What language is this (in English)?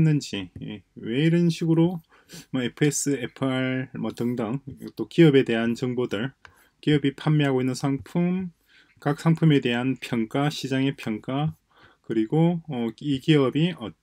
Korean